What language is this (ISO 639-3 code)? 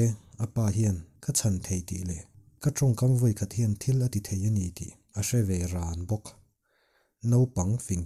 lus